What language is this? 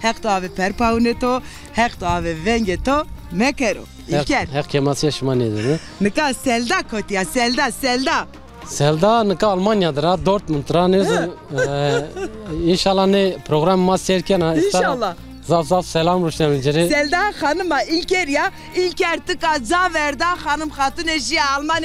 Zaza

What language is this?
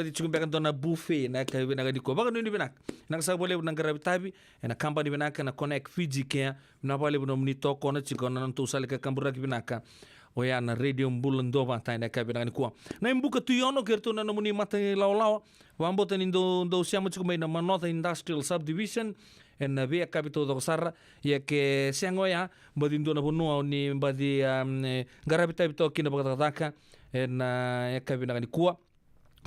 Fijian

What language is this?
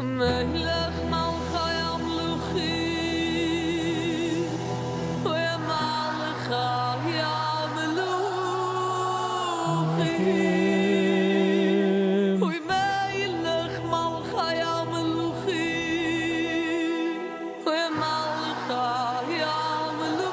Yiddish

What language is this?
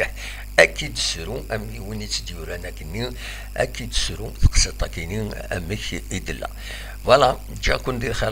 Kabyle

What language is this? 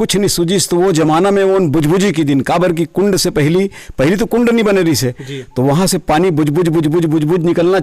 Chhattisgarhi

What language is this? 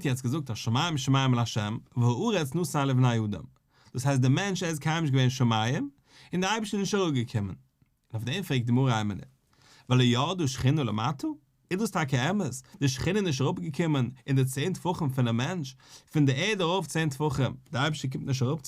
Yiddish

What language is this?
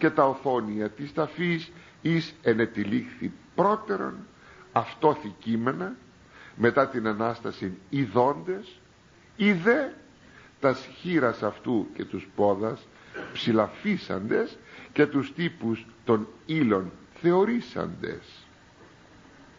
Greek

